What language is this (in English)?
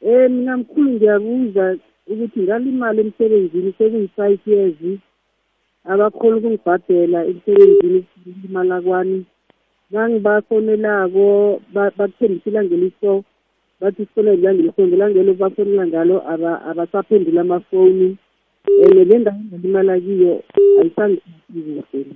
South Ndebele